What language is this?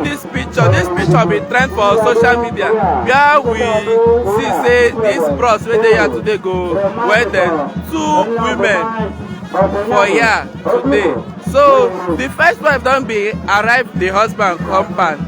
Nigerian Pidgin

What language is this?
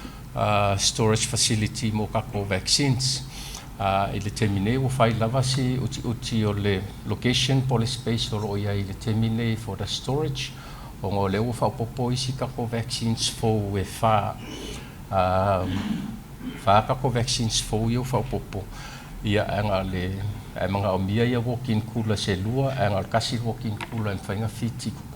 Samoan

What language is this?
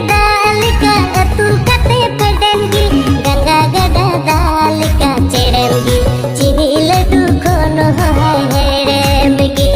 Santali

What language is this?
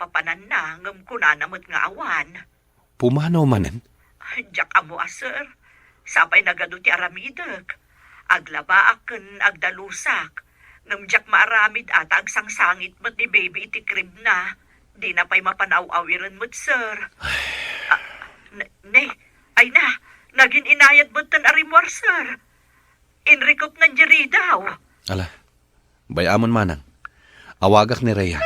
Iloko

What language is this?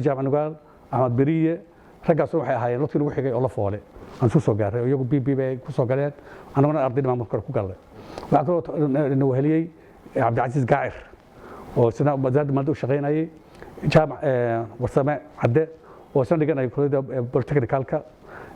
Somali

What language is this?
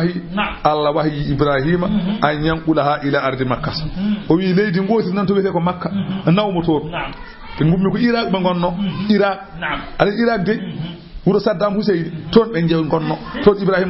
Fula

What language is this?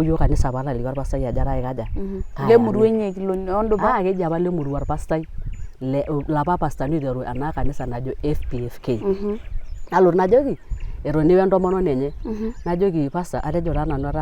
Masai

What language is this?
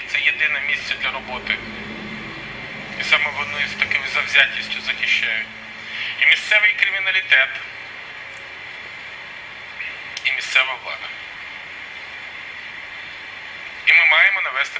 Ukrainian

